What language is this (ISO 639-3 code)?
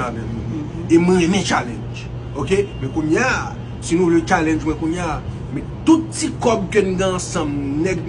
hat